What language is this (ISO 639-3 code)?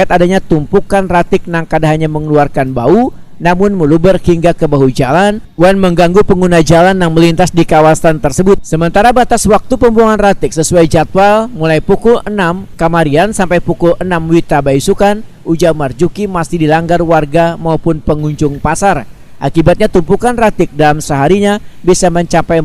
bjn